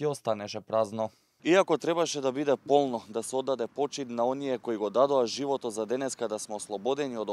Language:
Macedonian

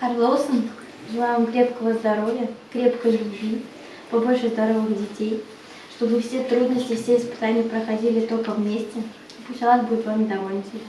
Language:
Crimean Tatar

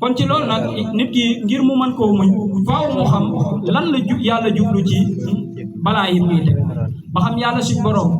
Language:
Wolof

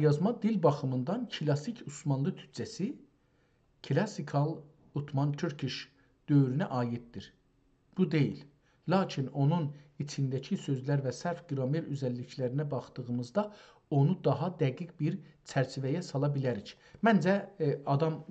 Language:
South Azerbaijani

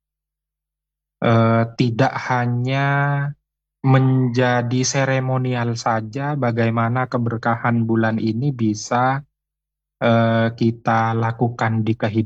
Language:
Indonesian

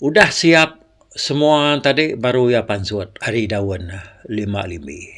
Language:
Iban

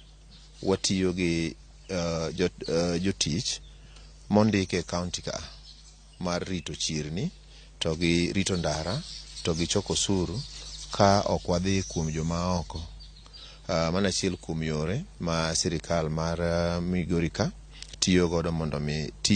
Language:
Luo (Kenya and Tanzania)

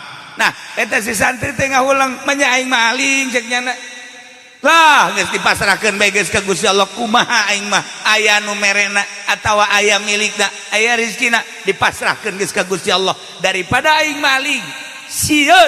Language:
Sundanese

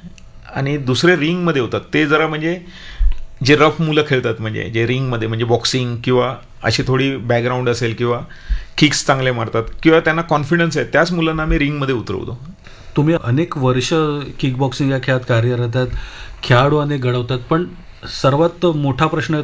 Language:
Marathi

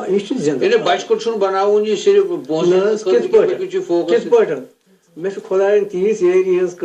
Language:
Kashmiri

